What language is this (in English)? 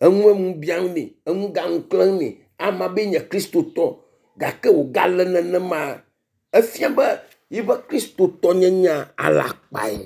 Ewe